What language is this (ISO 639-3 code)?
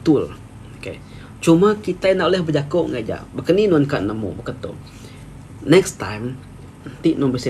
iba